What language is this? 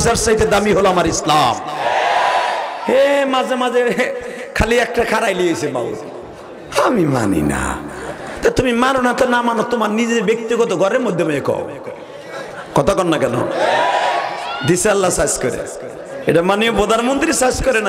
Bangla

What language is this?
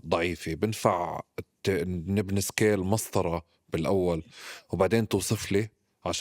North Levantine Arabic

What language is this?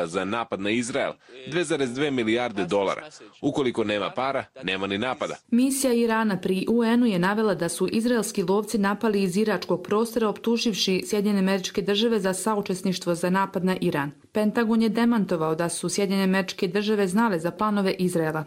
Croatian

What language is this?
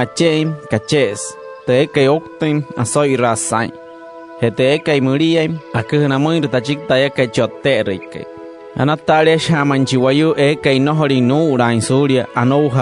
Wayuu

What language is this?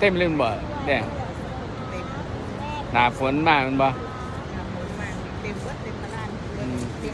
Northeastern Thai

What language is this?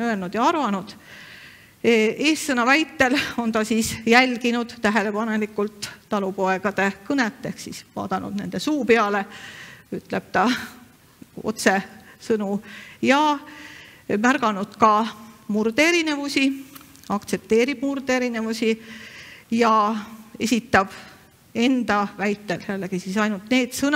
Estonian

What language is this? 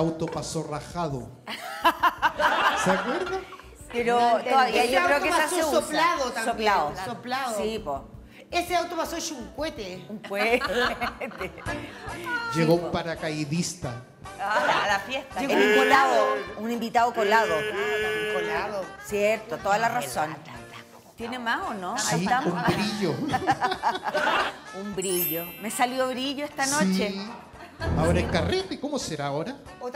Spanish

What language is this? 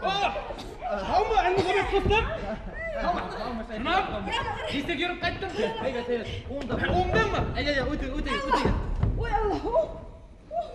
Bashkir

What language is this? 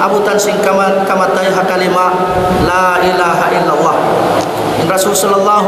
Tausug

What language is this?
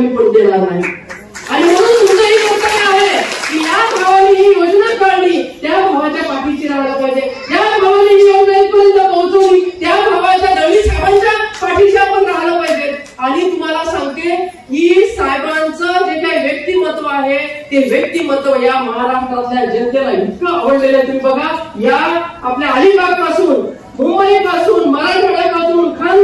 Marathi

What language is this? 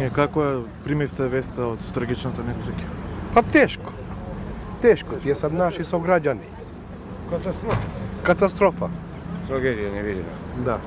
Macedonian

